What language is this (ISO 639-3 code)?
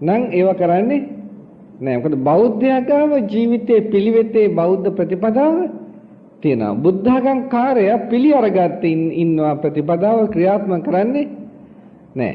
sin